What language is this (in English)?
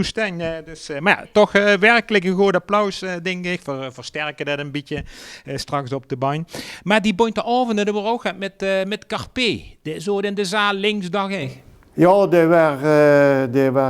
Limburgish